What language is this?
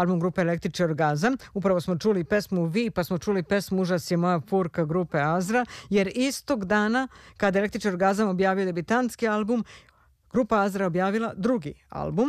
Serbian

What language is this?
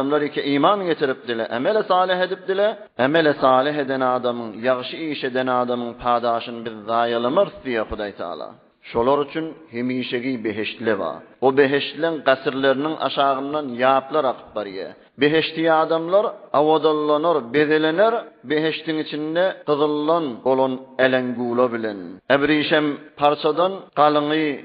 Turkmen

